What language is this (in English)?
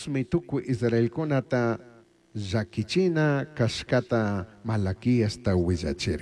Chimborazo Highland Quichua